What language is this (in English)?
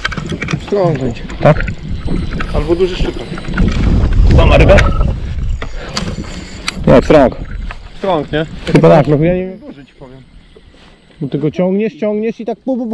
Polish